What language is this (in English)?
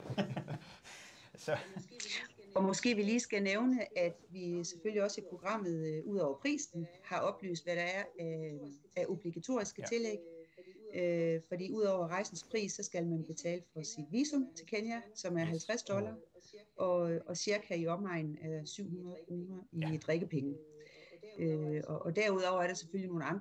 Danish